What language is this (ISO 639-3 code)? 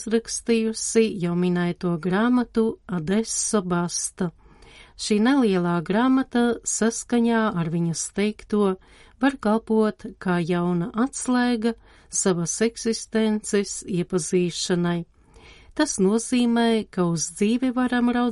lav